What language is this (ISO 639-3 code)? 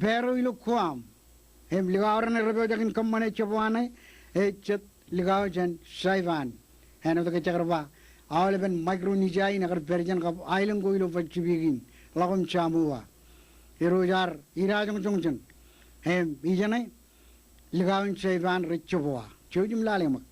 mah